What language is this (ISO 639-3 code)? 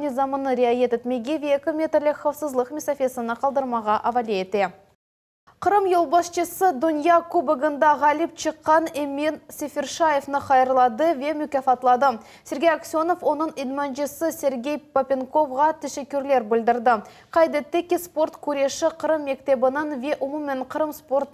crh